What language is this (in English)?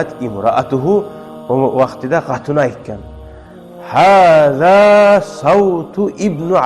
Kumyk